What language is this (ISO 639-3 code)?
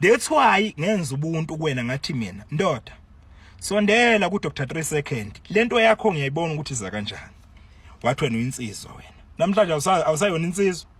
zul